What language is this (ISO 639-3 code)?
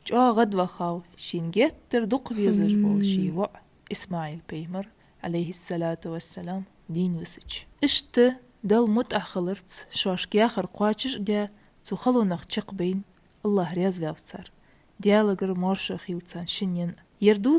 inh